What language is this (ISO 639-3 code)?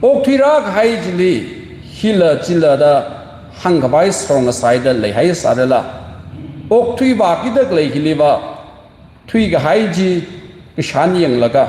nmf